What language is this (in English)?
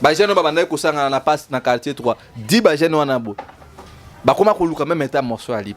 Lingala